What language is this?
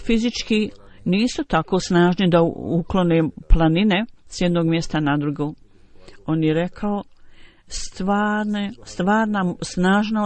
Bosnian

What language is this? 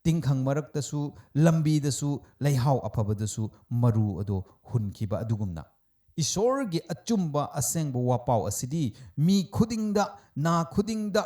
Manipuri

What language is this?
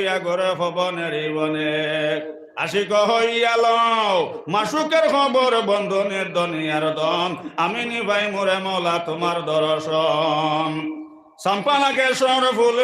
Sylheti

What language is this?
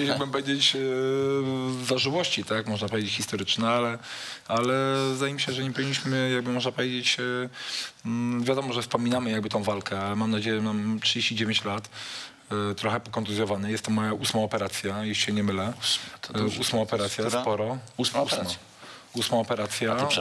Polish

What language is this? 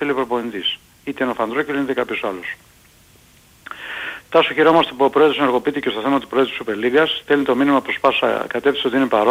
Greek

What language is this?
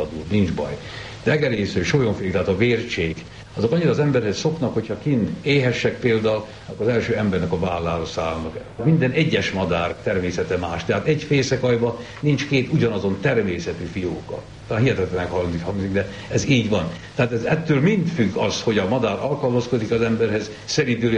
Hungarian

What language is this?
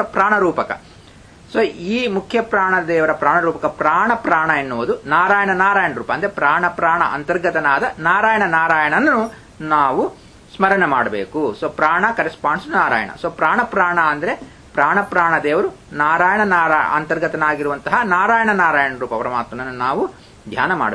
Kannada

